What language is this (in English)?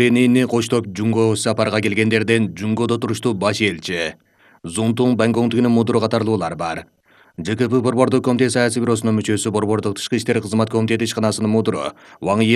Kyrgyz